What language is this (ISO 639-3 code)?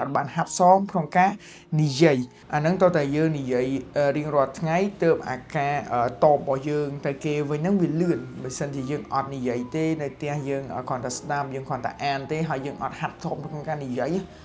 khm